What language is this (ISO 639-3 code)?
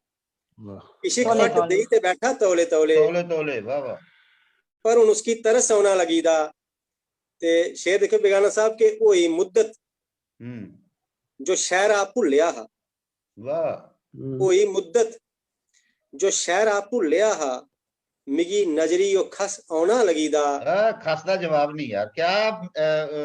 doi